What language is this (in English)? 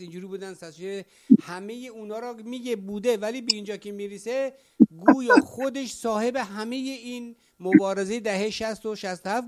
Persian